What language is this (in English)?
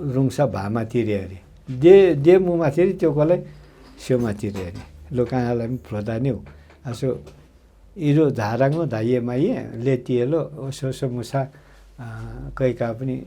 Nepali